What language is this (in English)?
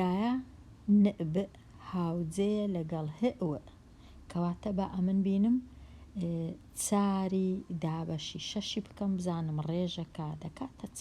Central Kurdish